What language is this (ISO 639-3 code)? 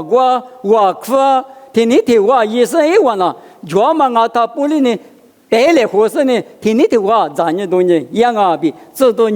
lis